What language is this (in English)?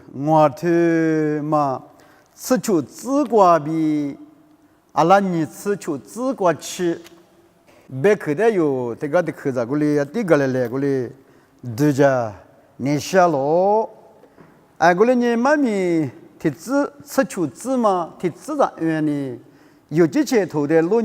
Lisu